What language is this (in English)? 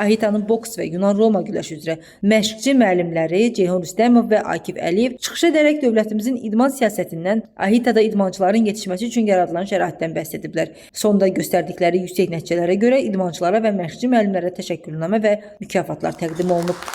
Azerbaijani